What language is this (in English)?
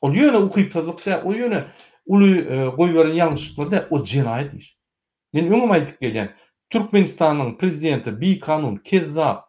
Turkmen